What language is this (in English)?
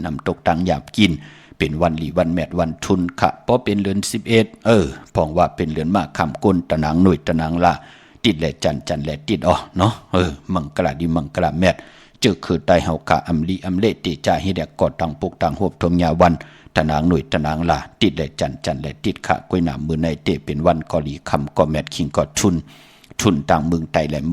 Shan